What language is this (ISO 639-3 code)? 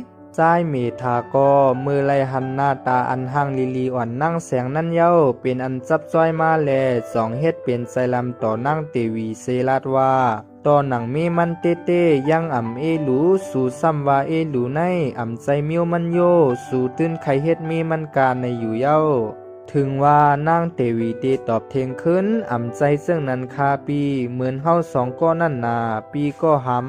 shn